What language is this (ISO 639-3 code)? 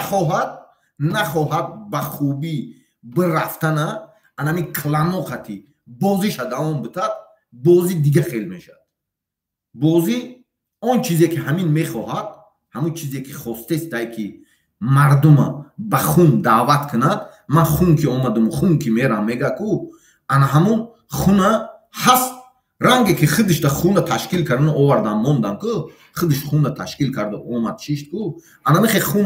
tgk